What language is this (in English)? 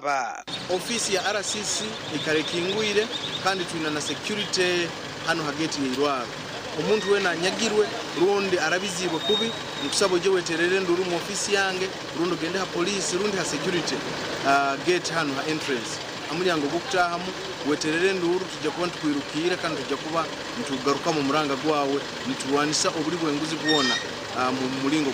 Nyankole